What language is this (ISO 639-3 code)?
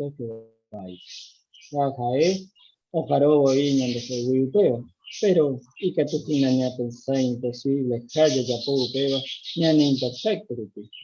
grn